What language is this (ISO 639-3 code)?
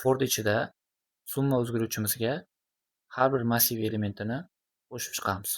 uzb